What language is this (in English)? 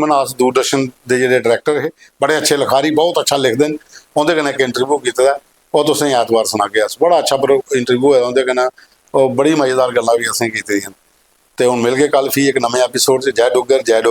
Dogri